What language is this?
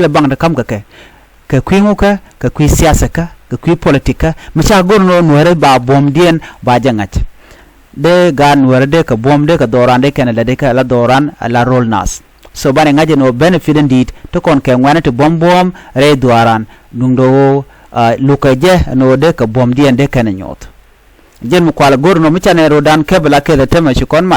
Nuer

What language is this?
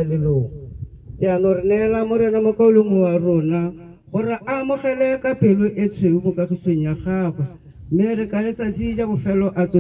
Tswana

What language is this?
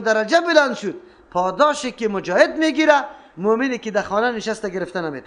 Persian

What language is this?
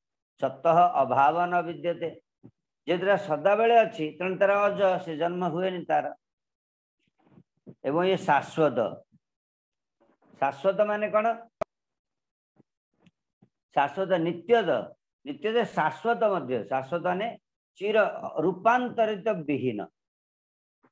Odia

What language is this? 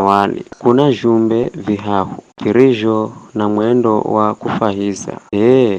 Giryama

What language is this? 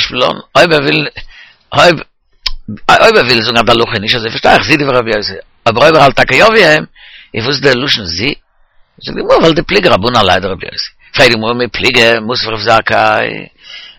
Yiddish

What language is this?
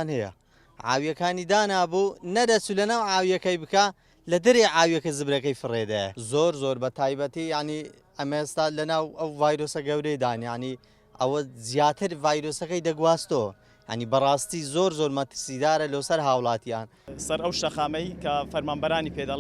Central Kurdish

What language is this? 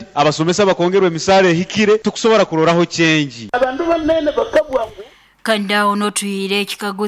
Nyoro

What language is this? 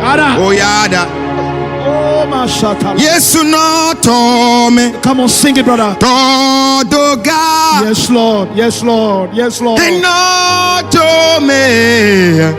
Ewe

